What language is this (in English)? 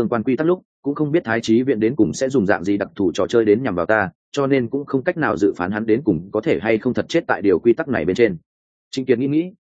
Vietnamese